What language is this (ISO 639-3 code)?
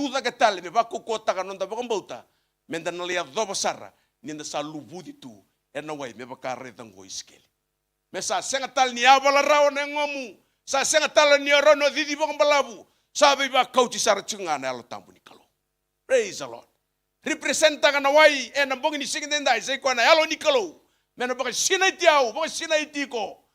fij